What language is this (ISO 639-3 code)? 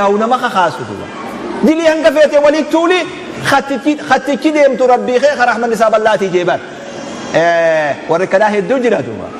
orm